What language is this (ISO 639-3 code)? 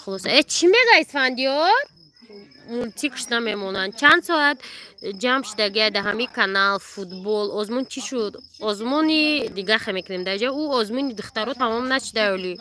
tgk